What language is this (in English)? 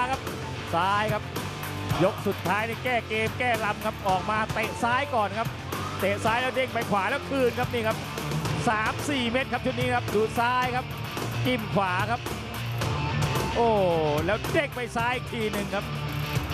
Thai